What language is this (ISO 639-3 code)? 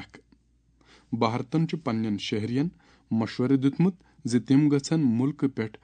kas